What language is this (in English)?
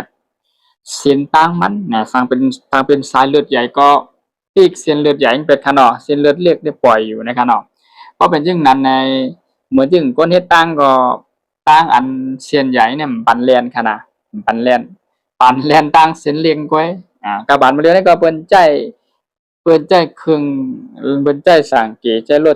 Shan